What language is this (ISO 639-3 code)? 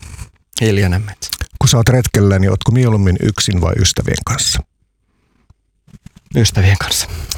fin